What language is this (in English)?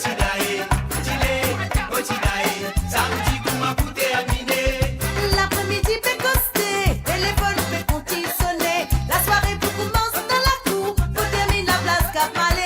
Morisyen